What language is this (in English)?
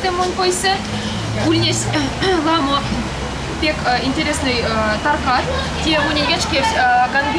Erzya